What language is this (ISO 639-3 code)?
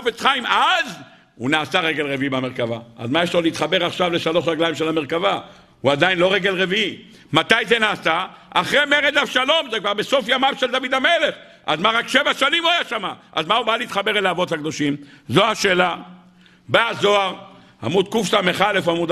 heb